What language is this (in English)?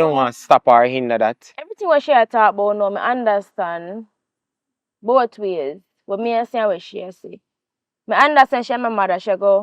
Jamaican Creole English